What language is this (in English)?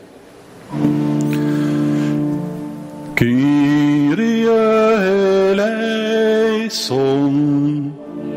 Dutch